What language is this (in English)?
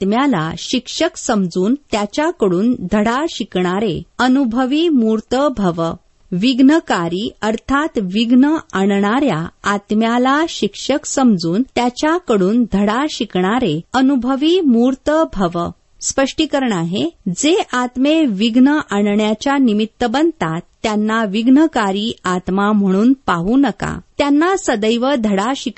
Marathi